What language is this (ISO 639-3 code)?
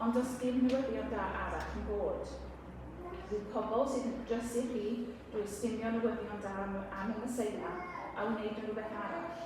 cym